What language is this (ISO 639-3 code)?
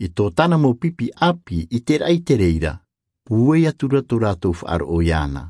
tah